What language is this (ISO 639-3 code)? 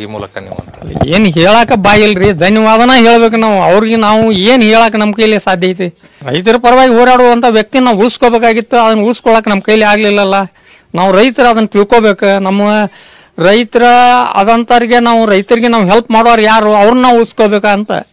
kan